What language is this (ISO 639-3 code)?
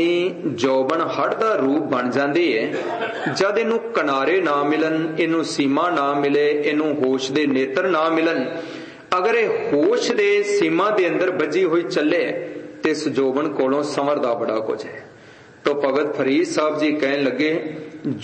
pan